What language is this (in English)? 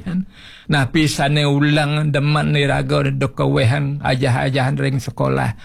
Balinese